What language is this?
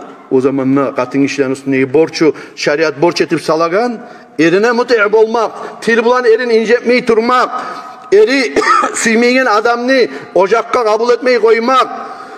Kumyk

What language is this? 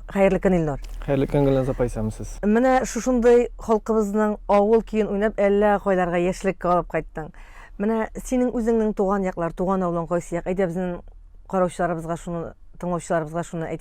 Tatar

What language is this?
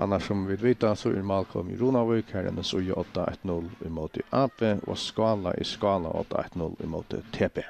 Faroese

